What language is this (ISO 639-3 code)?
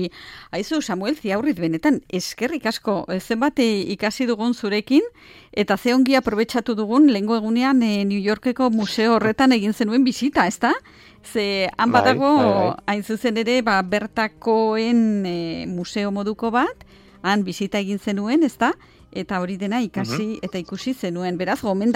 eus